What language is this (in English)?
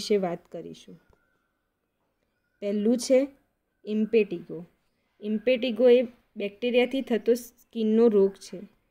Gujarati